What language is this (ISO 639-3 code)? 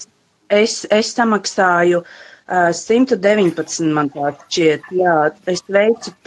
lav